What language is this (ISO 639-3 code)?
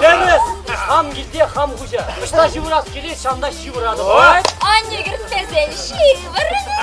chv